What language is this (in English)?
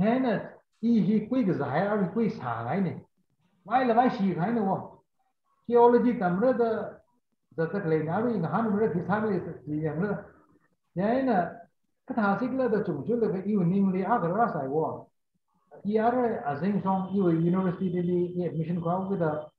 Tangkhul Naga (India)